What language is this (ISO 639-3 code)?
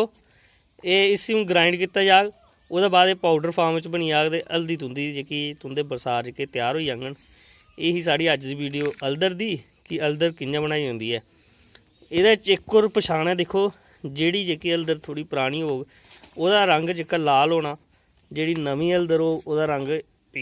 doi